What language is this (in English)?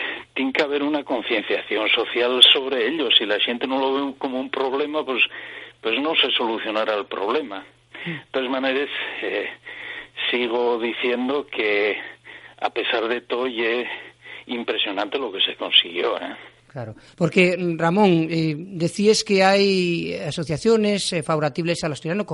Asturian